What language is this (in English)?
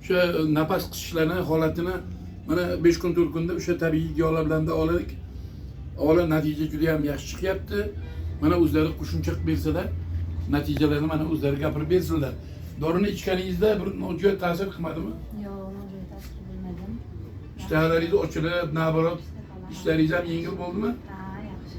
Uzbek